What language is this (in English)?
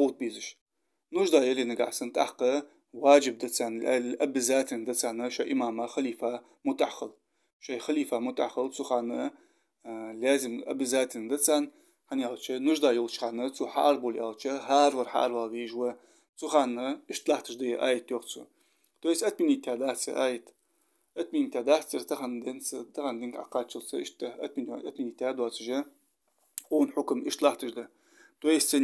Ingush